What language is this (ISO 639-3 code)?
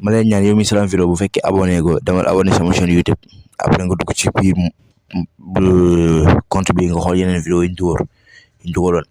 wol